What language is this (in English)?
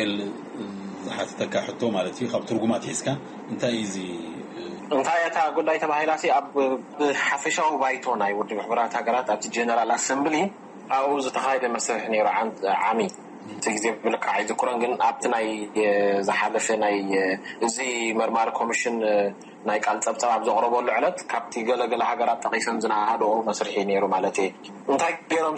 Tigrinya